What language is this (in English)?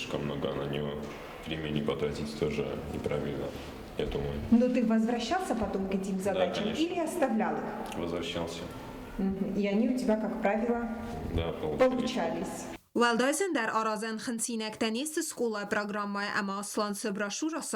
Ossetic